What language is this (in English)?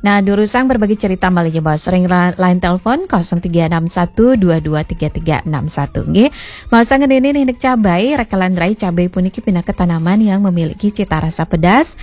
Balinese